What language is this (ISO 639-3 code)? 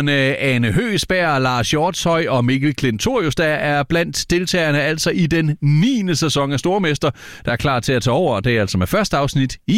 dan